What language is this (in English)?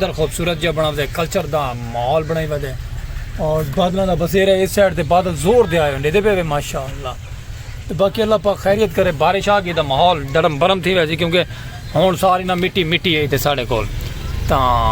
Saraiki